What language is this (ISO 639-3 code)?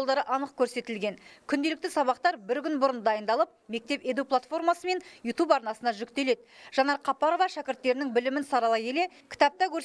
kaz